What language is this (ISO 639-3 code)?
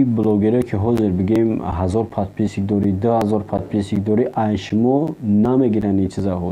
tgk